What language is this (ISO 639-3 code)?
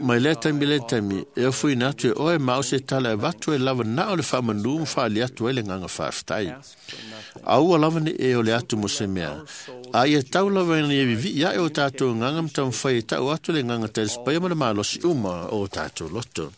smo